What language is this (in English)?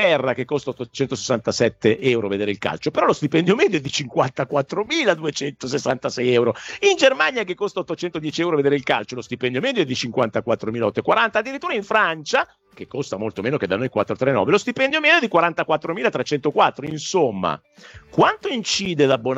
Italian